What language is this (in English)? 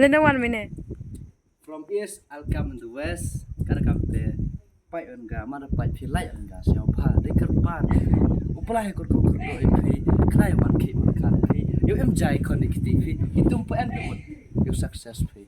Khasi